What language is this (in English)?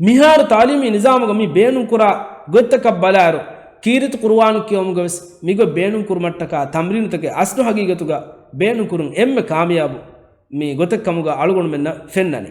Divehi